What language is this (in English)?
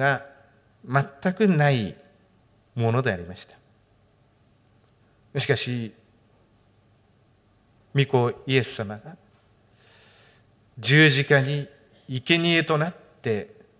Japanese